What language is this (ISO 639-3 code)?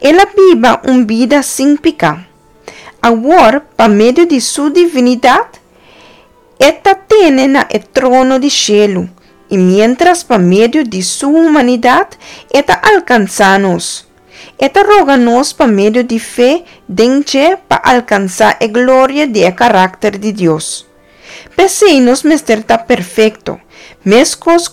pap